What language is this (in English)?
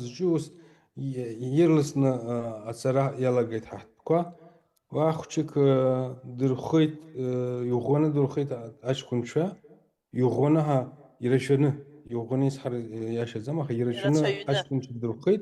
Abkhazian